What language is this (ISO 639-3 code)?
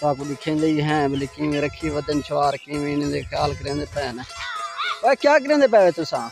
skr